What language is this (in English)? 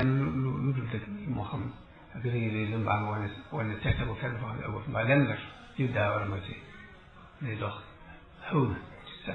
Wolof